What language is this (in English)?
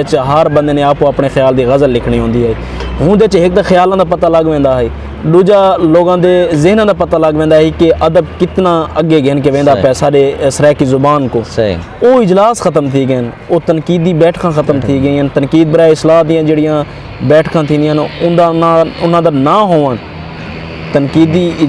Saraiki